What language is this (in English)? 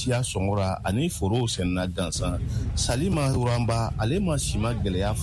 Bambara